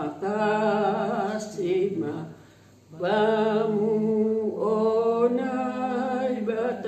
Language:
Batak Simalungun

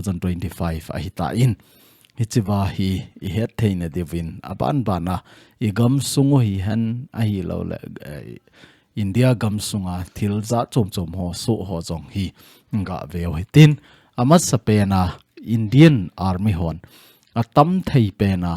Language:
Thado Chin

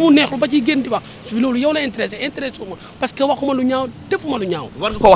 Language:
Wolof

